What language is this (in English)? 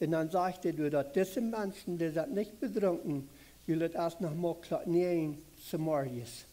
Plautdietsch